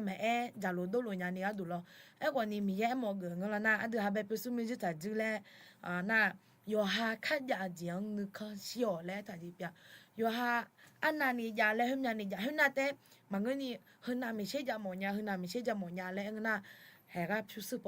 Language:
Akha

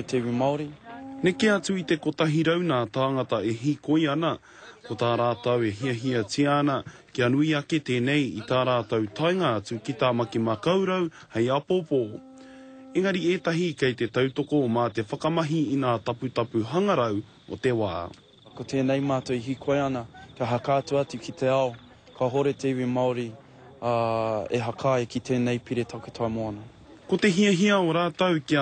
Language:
Māori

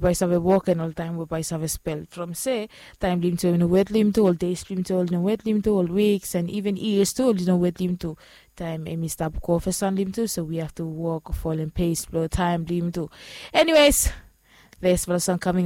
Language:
Bislama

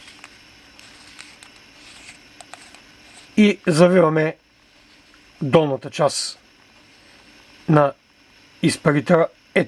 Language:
Bulgarian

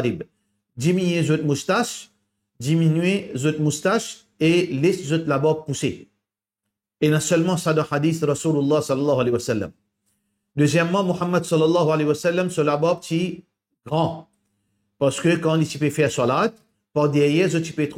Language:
Morisyen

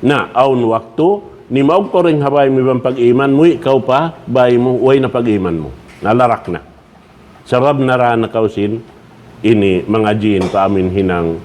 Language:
Tausug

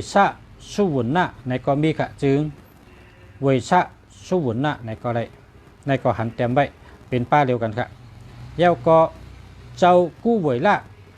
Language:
Shan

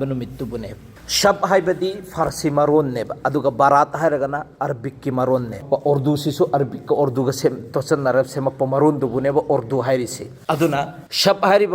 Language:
Manipuri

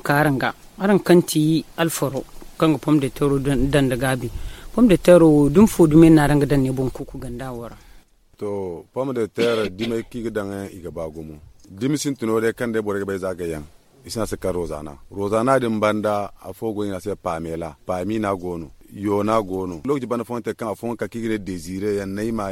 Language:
Zarma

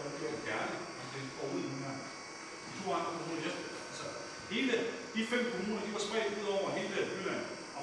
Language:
Danish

